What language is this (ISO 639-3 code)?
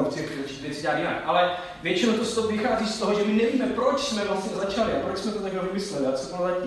ces